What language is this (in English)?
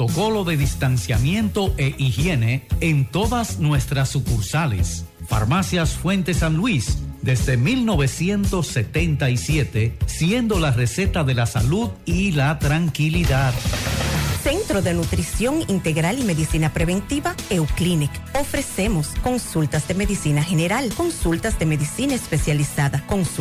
Spanish